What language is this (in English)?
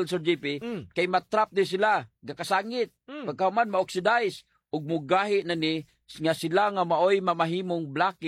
Cebuano